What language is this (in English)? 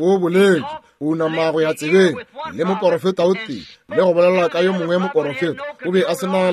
Northern Sotho